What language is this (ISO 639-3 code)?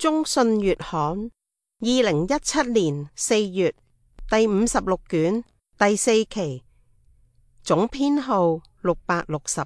yue